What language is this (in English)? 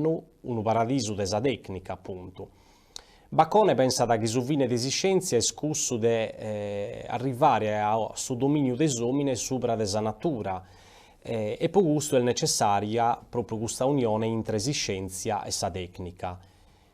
Sardinian